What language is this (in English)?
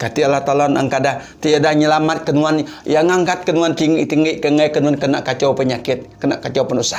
Iban